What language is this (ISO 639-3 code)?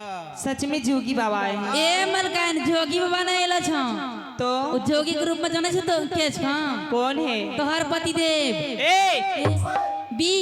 mai